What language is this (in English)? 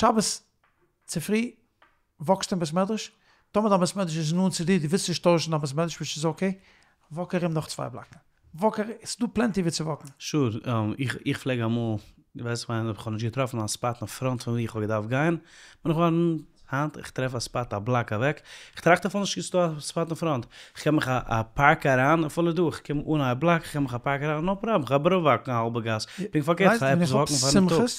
Yiddish